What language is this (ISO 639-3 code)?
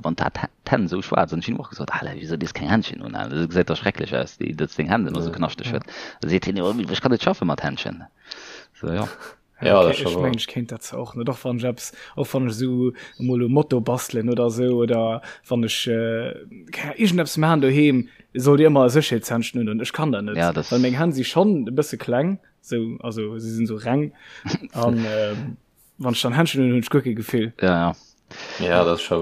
ltz